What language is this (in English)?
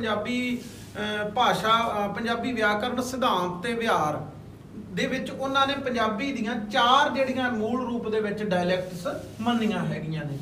Punjabi